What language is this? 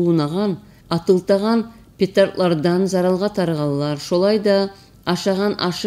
Kumyk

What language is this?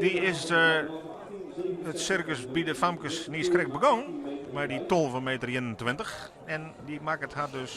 Western Frisian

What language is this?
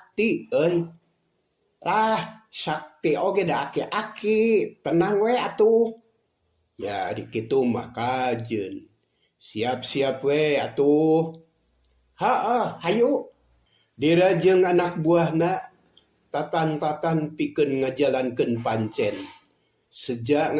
Sundanese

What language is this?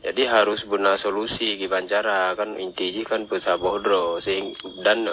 Achinese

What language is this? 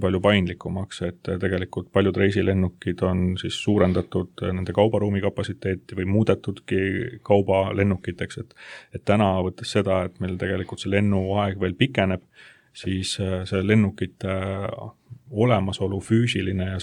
Estonian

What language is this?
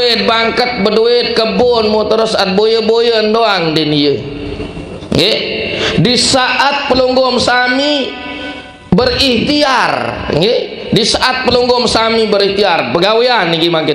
Sasak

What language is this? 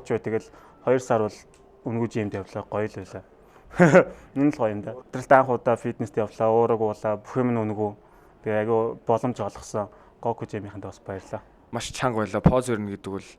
Mongolian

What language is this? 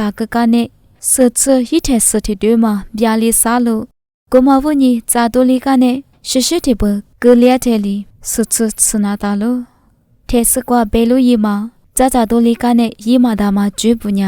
Lisu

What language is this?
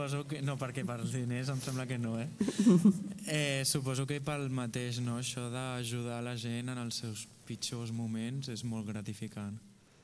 Catalan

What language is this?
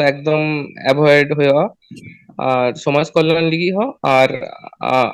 Santali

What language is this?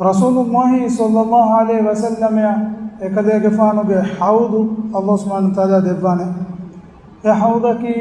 Divehi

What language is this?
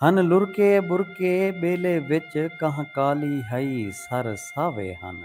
Saraiki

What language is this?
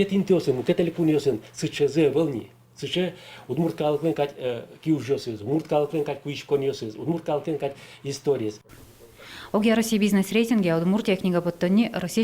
Udmurt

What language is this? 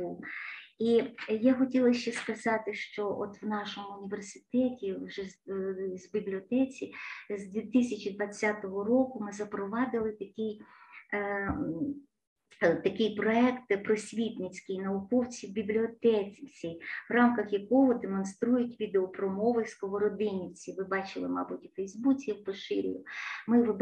Ukrainian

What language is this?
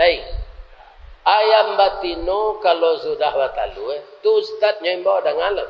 Minangkabau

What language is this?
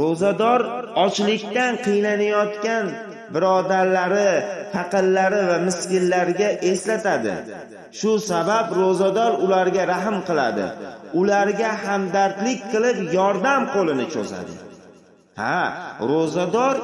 Uzbek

